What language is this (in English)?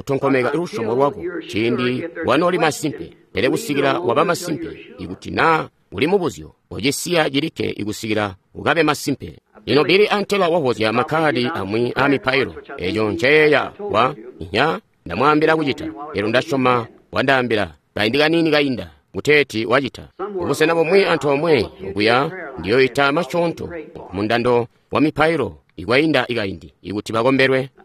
Tonga (Zambia)